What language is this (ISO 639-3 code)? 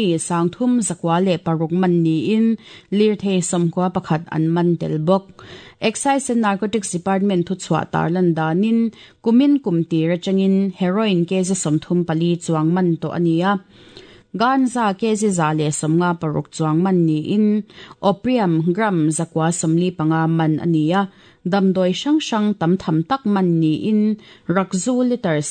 lus